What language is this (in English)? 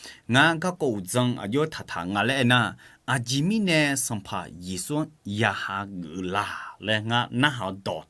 Akha